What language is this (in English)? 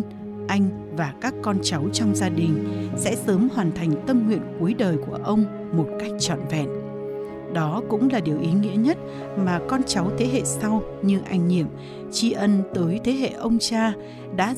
Vietnamese